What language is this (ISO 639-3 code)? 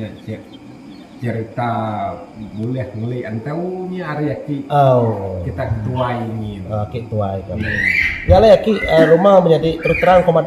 iba